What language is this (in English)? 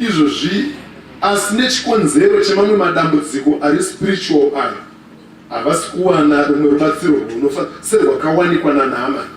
Shona